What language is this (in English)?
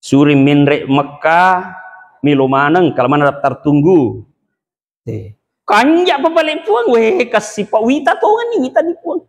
Buginese